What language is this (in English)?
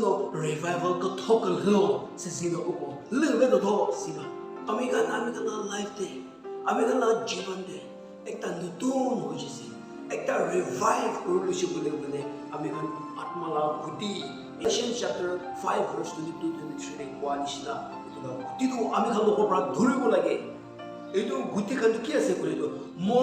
Chokri Naga